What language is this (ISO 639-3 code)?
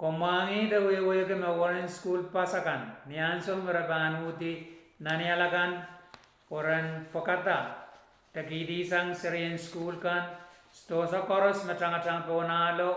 pon